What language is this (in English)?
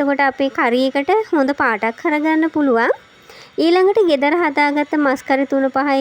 Sinhala